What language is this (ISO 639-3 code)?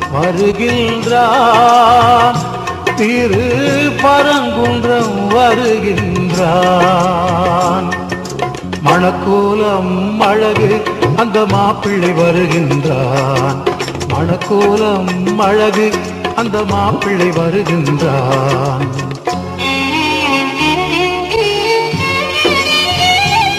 tam